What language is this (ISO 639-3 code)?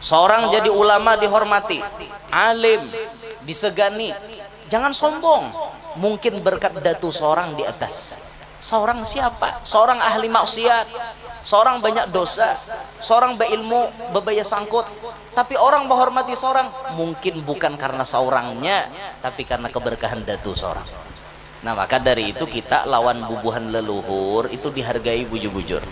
bjn